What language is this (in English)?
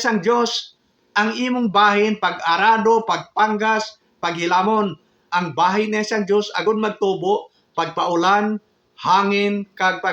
Hiligaynon